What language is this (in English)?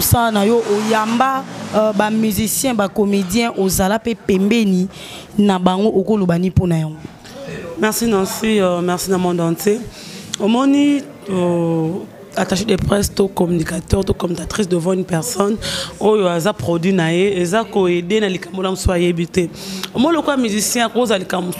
Lingala